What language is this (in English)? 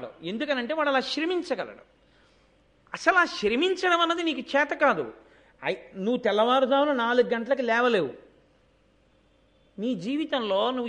Telugu